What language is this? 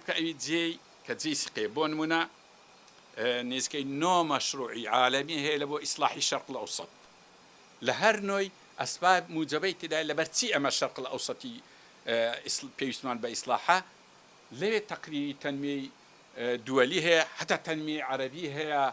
Central Kurdish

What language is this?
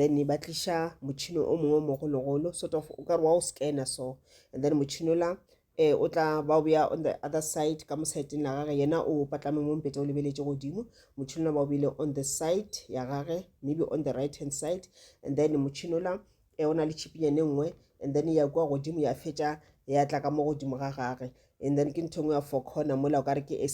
Northern Sotho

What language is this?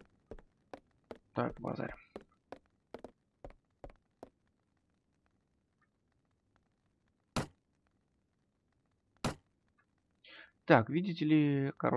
Russian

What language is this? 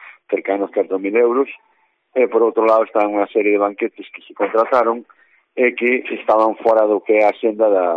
Galician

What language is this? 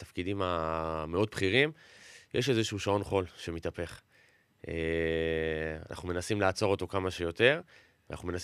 Hebrew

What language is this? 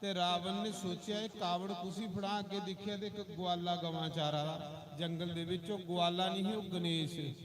Dogri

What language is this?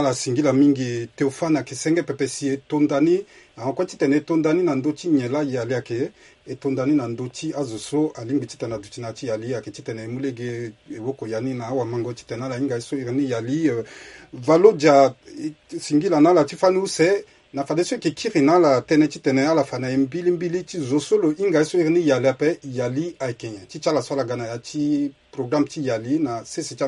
Sango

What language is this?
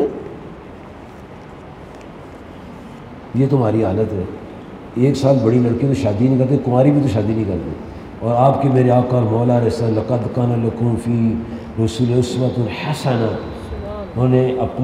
Urdu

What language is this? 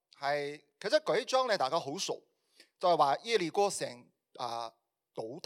Cantonese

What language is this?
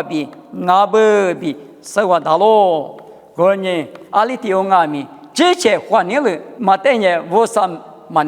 Lisu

